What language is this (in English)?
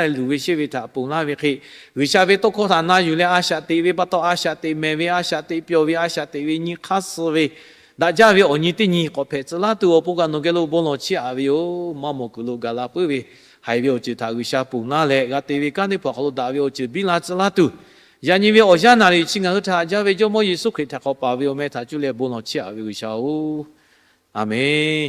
Lahu